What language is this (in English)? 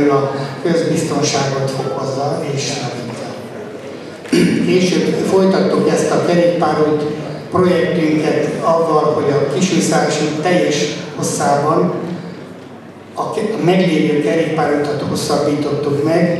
Hungarian